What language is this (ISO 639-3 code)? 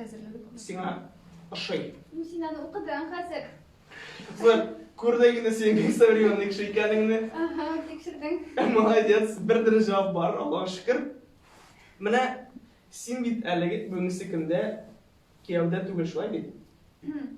tat